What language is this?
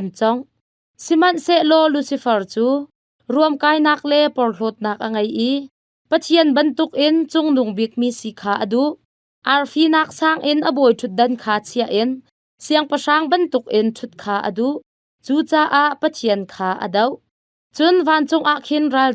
Hakha Chin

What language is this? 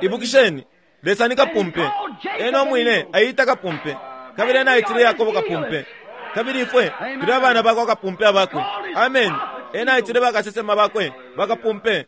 Bemba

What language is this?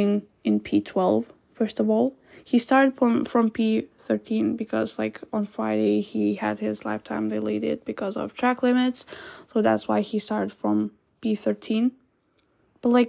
English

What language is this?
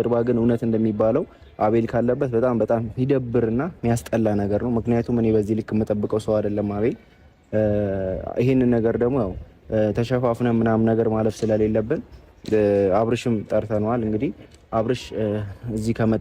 Amharic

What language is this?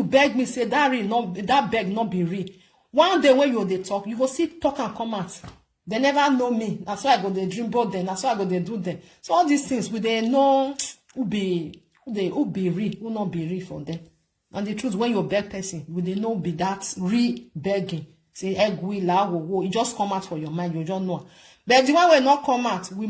Nigerian Pidgin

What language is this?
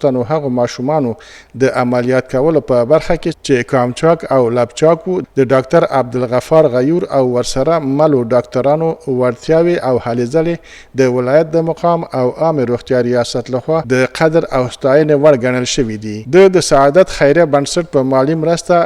Pashto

